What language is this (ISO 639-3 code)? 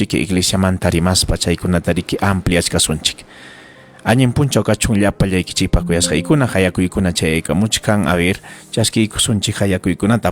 quy